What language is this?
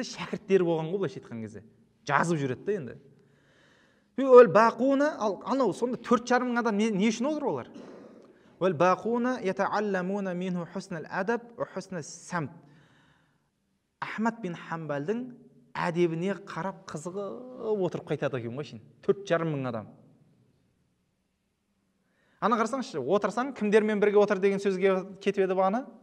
Kazakh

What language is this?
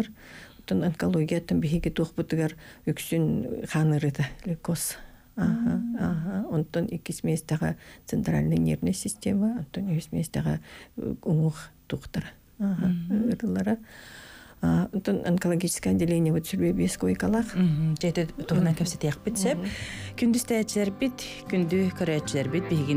Yakut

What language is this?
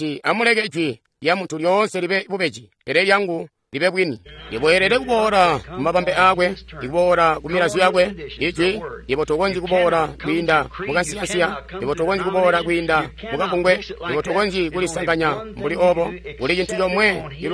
Tonga (Zambia)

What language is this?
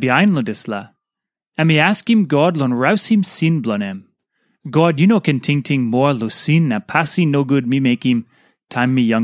Tok Pisin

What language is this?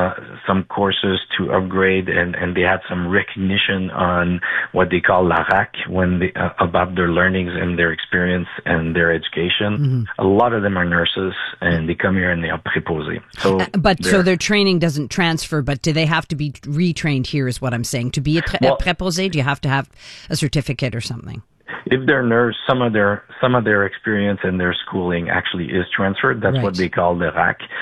English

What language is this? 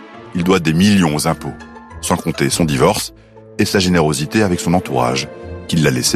French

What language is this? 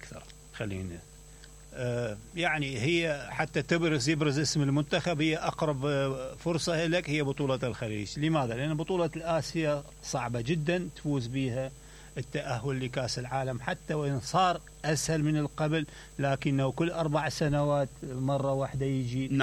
Mesopotamian Arabic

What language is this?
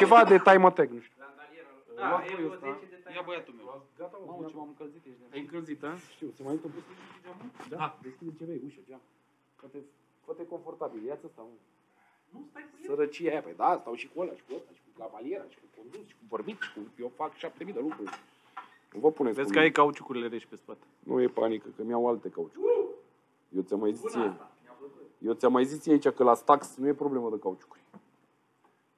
Romanian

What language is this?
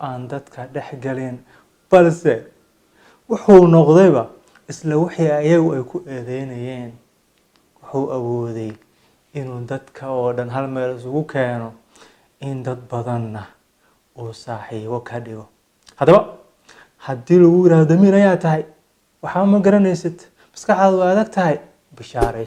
Somali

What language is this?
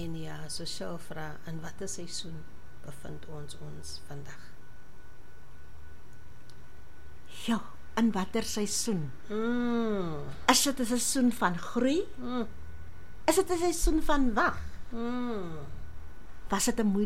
Afrikaans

